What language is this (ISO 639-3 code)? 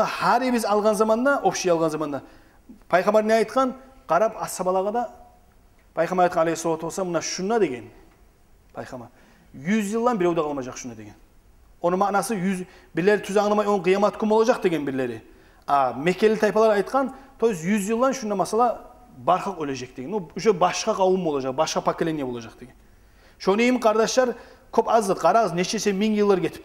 kum